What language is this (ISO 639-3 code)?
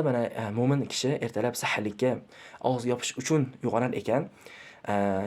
uzb